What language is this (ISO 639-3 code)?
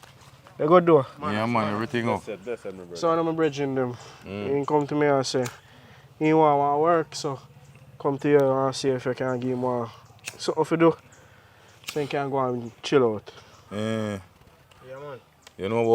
jam